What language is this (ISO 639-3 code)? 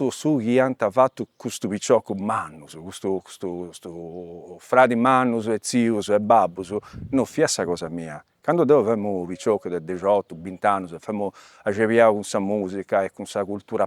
srd